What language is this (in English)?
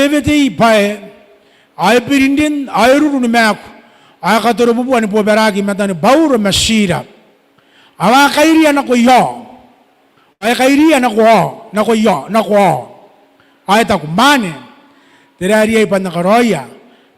Gilbertese